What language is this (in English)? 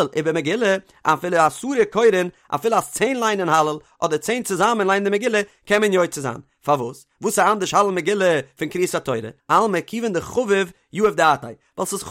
Yiddish